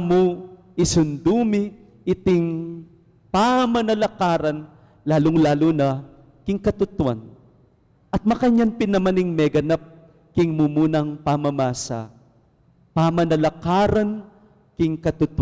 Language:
Pampanga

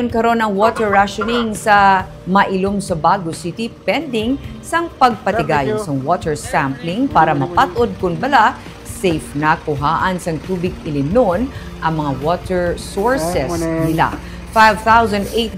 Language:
Hiligaynon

